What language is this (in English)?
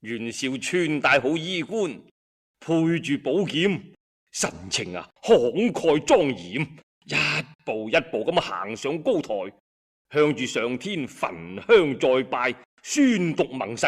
Cantonese